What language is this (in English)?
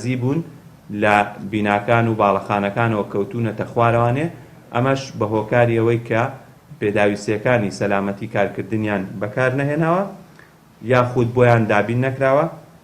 Central Kurdish